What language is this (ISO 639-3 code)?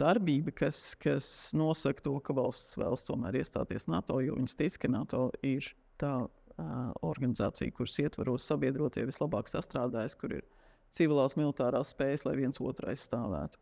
lav